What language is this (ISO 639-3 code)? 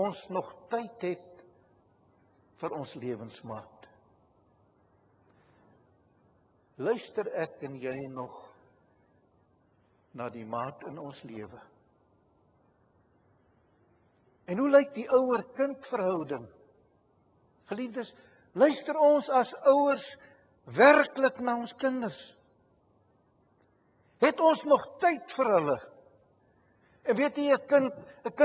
afr